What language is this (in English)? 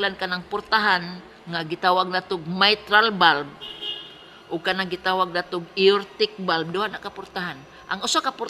Cebuano